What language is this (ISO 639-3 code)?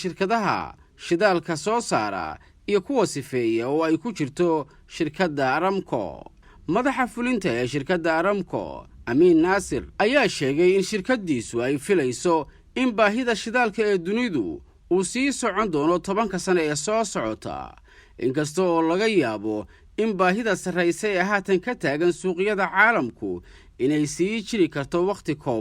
som